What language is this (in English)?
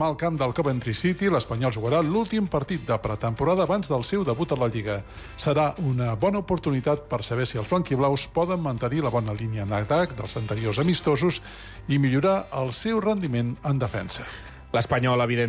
Catalan